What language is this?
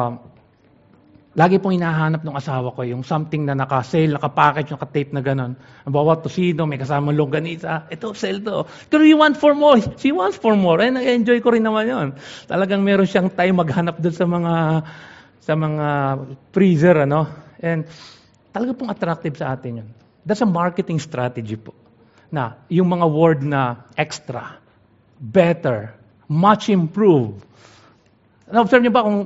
Filipino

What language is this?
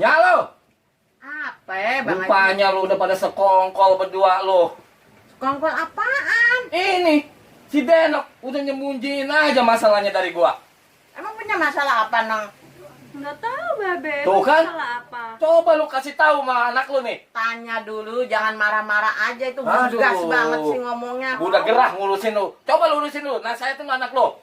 Betawi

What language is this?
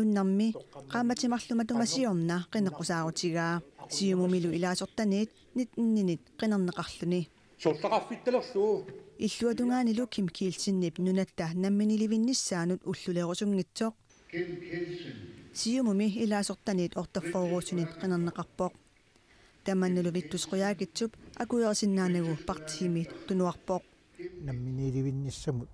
Kalaallisut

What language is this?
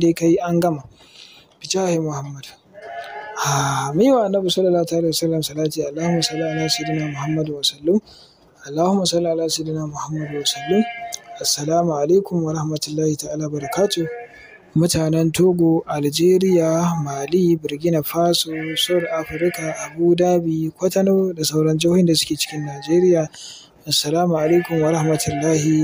Hausa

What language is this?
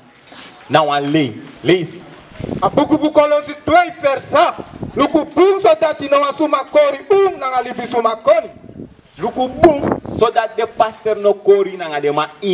Sranan Tongo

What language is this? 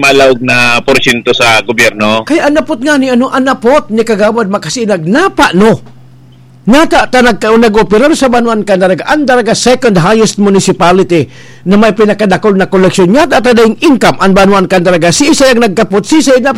Bikol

